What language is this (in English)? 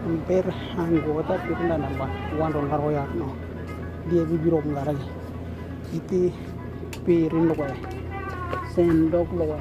Western Dani